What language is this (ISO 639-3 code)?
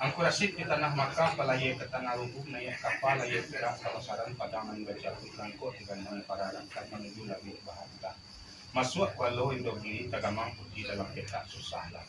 min